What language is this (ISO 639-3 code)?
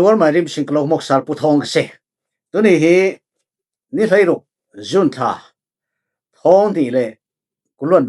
cfm